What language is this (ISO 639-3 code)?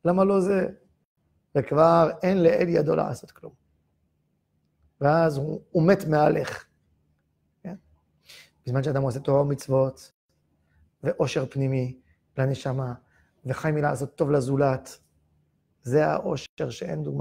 heb